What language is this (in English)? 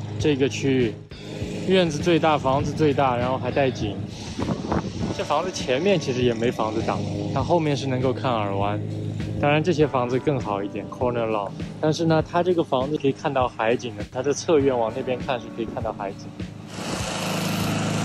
Chinese